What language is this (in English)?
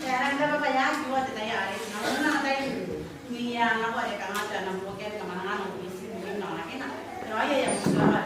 Gilbertese